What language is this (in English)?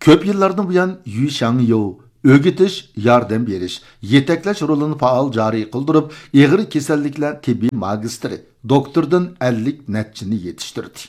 Uyghur